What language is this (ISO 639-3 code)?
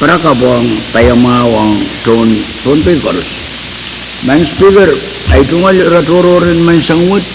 pon